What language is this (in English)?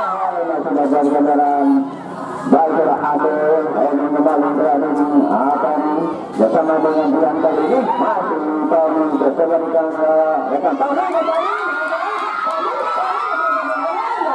Indonesian